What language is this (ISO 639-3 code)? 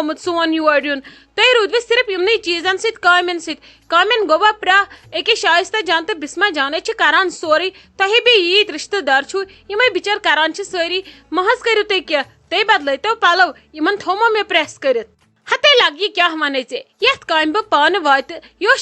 kas